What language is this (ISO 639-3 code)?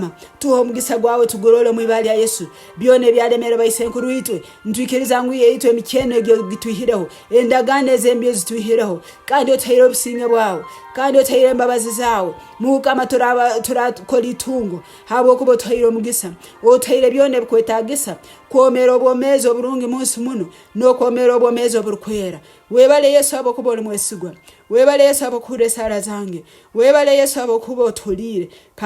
nyn